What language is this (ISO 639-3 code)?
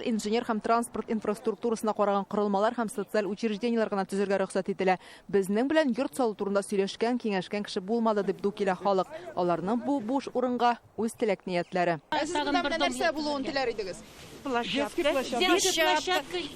tat